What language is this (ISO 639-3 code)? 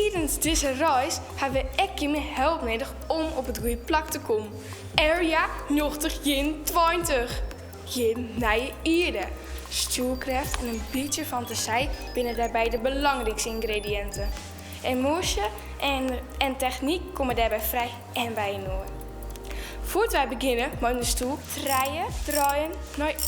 fry